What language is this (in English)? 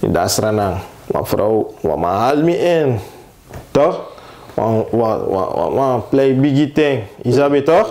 Sranan Tongo